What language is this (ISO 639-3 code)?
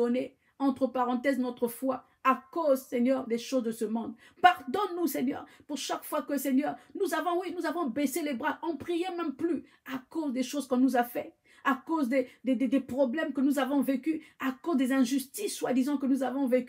fra